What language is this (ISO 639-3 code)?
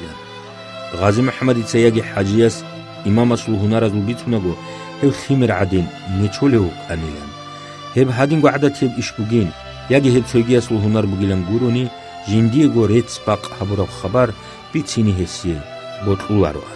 ava